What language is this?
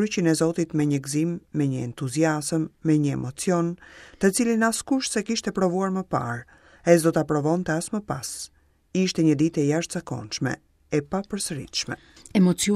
Albanian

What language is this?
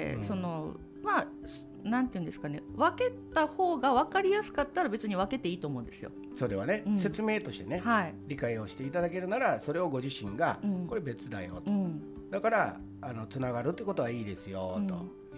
Japanese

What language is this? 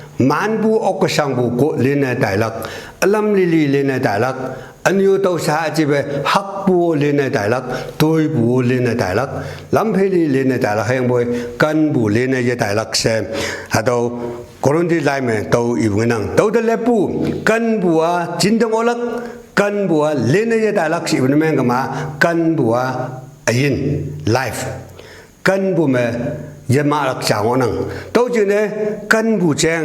Konyak Naga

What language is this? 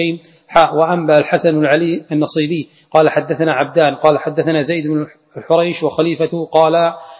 Arabic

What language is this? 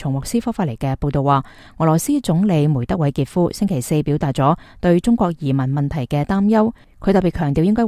Cantonese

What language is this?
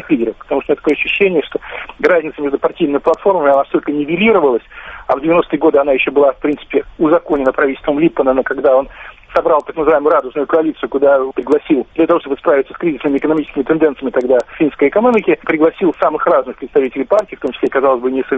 Russian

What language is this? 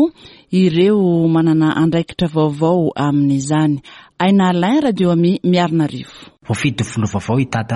Malagasy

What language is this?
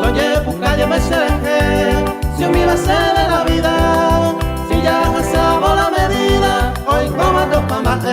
Guarani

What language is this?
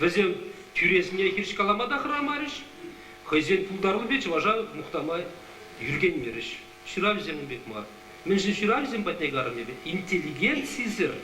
Chuvash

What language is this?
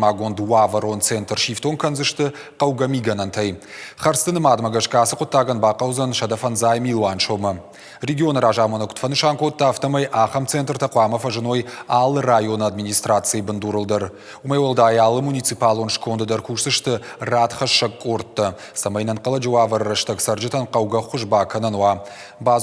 Ossetic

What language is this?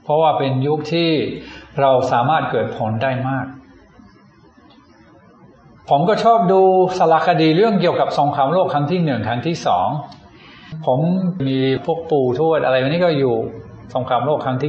Thai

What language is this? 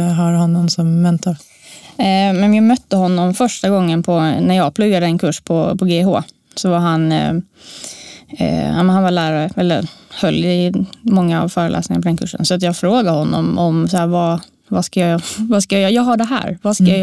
Swedish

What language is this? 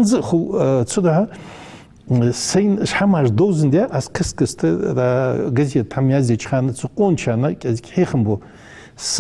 Ingush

